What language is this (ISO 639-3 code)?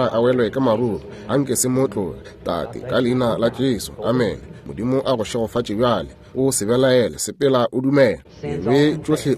nso